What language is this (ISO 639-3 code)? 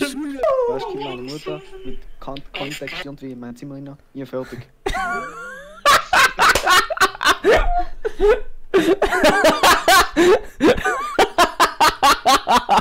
deu